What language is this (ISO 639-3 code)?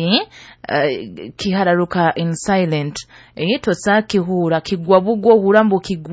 nyo